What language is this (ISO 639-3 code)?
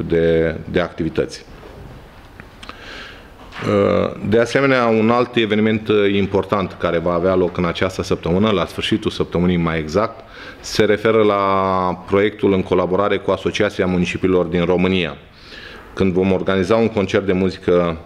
ron